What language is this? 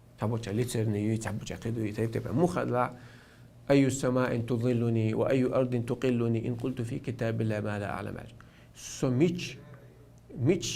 Chechen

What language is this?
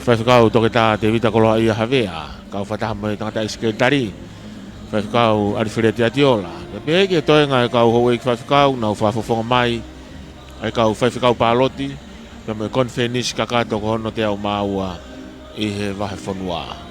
Tongan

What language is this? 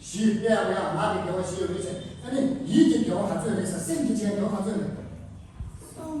Tibetan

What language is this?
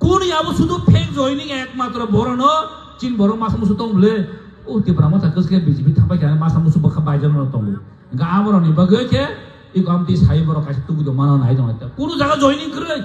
Kok Borok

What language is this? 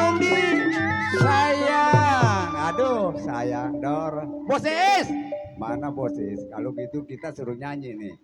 Betawi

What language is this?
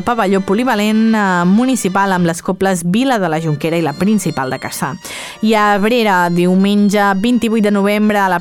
Catalan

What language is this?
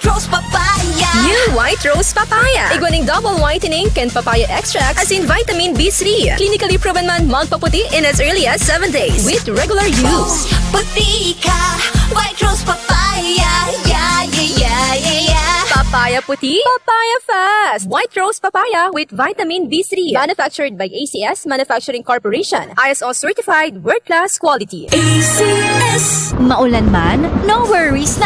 Bikol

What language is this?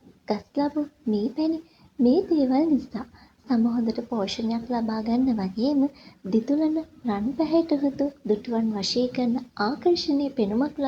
Sinhala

